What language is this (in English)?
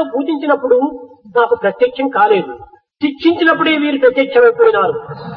Telugu